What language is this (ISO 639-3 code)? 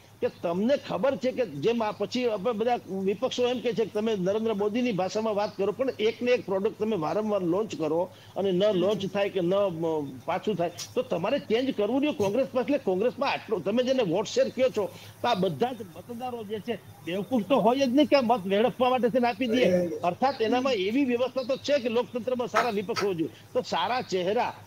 guj